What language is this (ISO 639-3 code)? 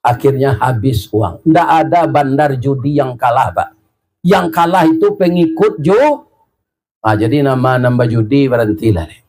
min